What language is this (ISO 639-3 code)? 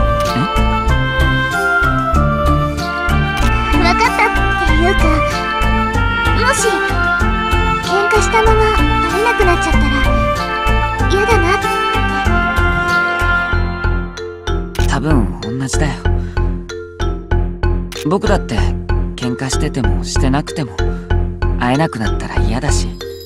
jpn